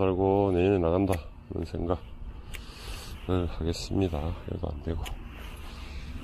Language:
Korean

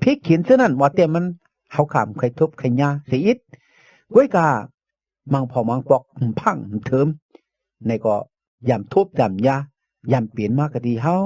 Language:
Shan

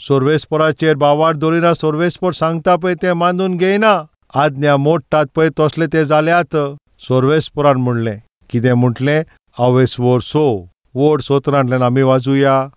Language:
Konkani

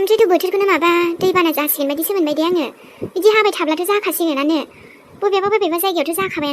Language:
Bodo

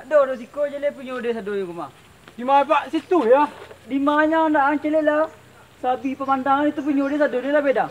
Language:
Minangkabau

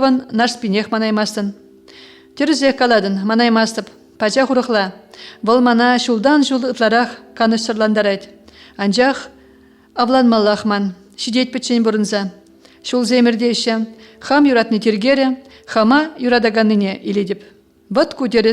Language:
Chuvash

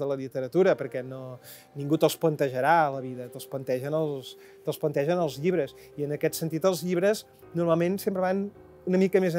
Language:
Catalan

